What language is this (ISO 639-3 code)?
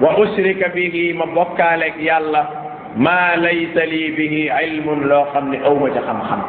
wol